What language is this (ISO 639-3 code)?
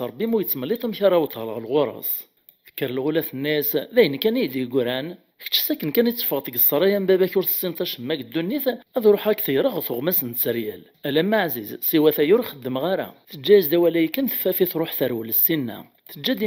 kab